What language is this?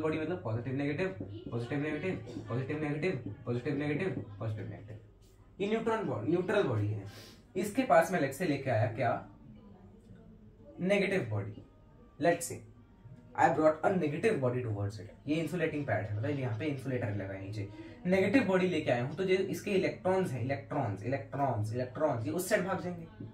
Hindi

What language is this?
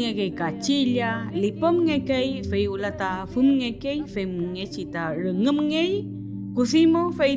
Mapuche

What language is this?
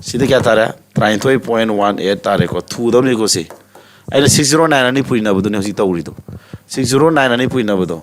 Manipuri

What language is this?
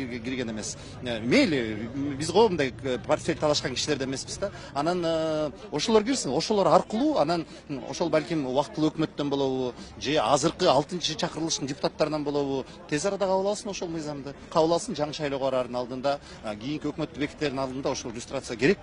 Kyrgyz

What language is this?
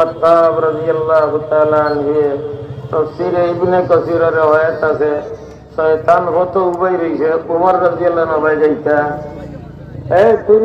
Sylheti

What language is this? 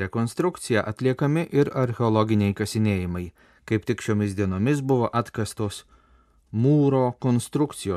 Lithuanian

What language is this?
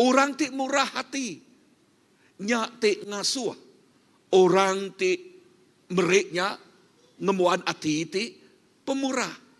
Iban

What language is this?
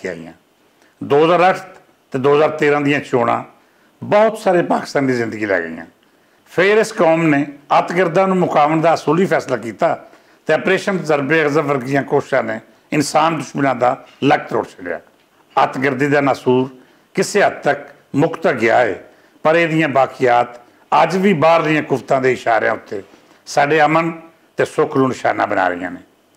Western Panjabi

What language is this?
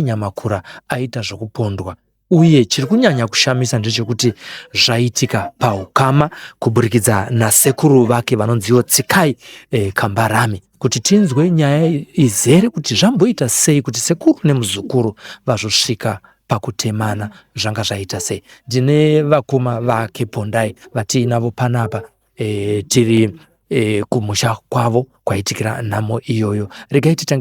Shona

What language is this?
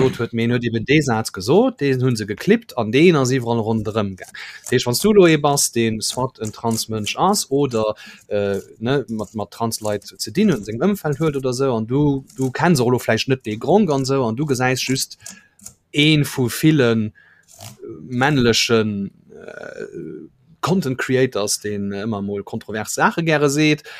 Luxembourgish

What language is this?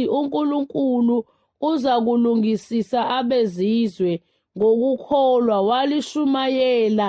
Zulu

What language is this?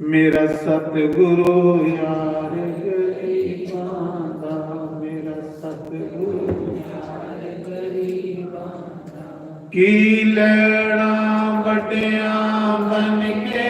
Dogri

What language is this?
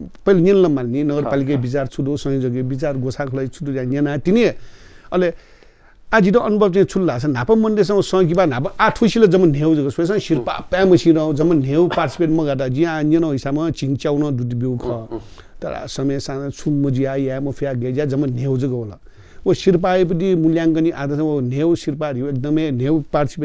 Newari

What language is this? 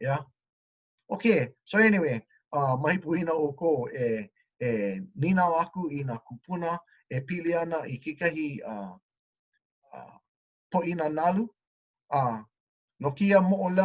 Hawaiian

